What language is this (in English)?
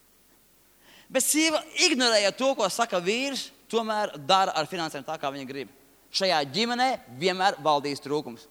Latvian